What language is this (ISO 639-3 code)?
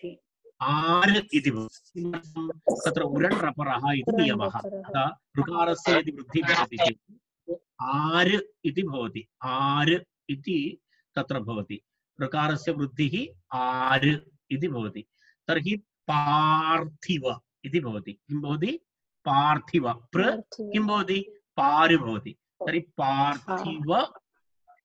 san